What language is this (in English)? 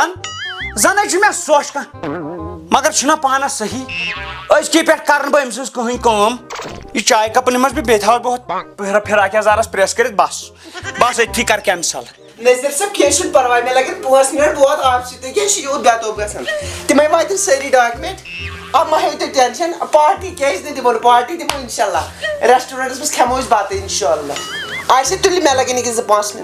Kashmiri